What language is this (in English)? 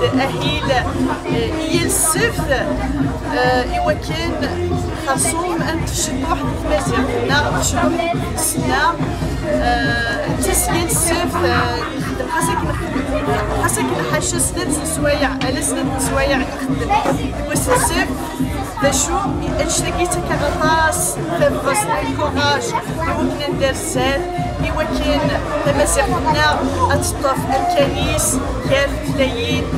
Kabyle